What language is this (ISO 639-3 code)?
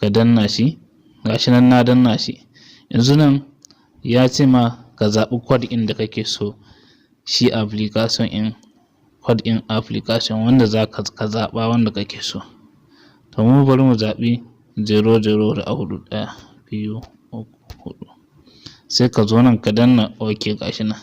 hau